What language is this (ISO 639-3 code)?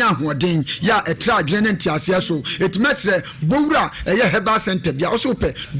aka